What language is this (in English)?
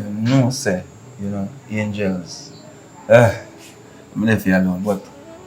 Jamaican Creole English